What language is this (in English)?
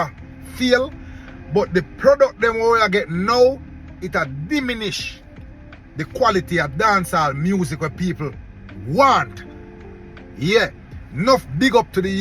Jamaican Creole English